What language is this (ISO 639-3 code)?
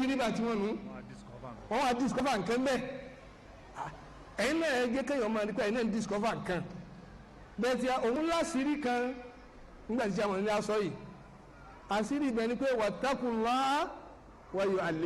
yor